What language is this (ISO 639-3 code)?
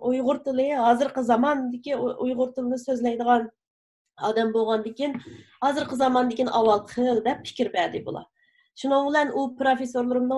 uig